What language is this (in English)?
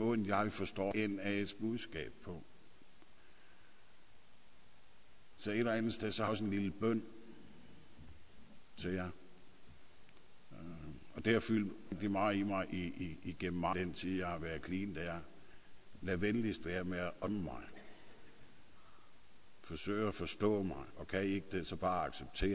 Danish